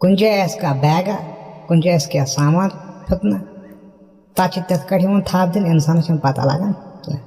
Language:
Kashmiri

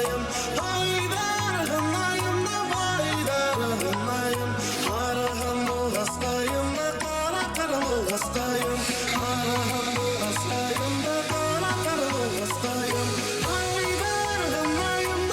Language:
Bashkir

